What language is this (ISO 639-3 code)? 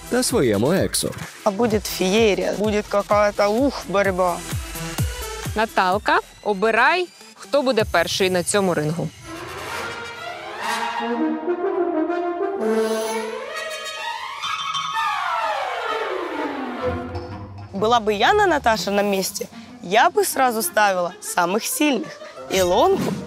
ukr